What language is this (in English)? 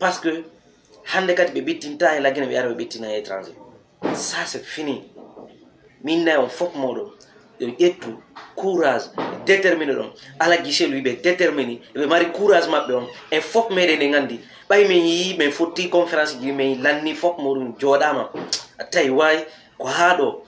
Fula